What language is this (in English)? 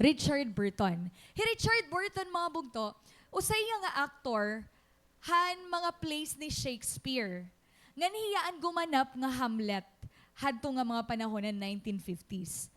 Waray